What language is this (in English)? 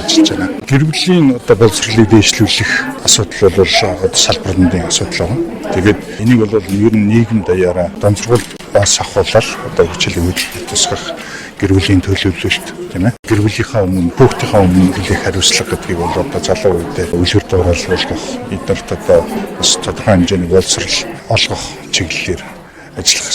Mongolian